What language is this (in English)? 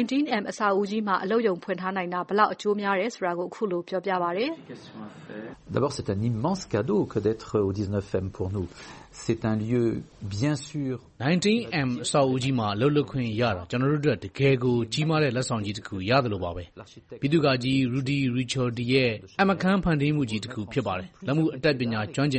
Burmese